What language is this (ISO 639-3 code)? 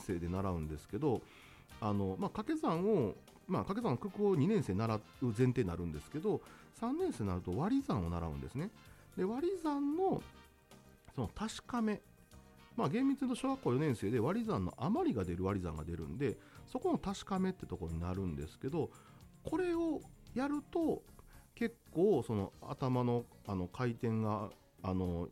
jpn